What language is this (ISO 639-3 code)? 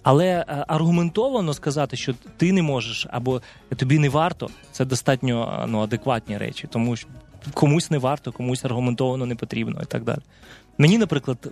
ukr